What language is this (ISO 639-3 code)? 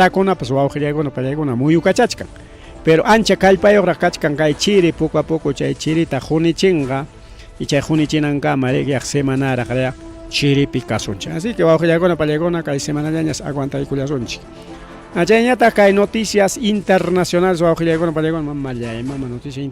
quy